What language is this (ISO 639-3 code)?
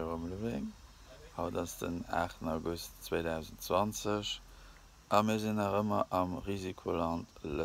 ltz